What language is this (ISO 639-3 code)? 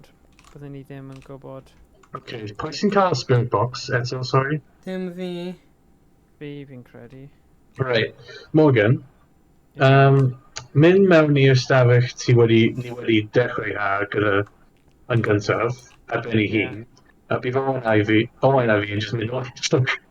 cym